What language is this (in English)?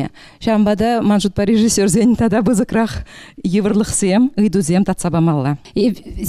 Chuvash